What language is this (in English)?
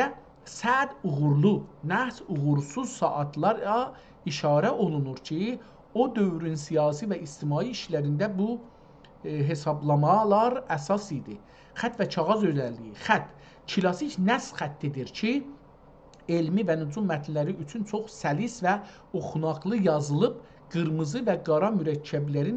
South Azerbaijani